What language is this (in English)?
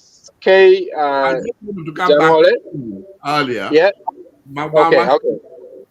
Acoli